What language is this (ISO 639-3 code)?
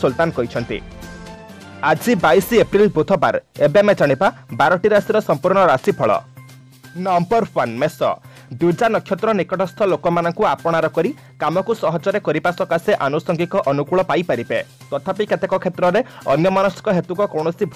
ori